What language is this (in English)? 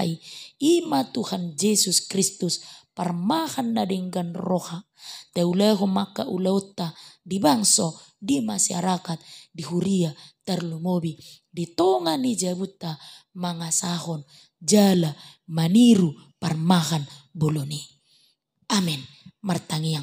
Batak Toba